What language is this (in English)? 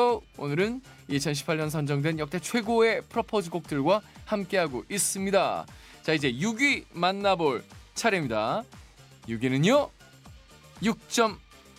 Korean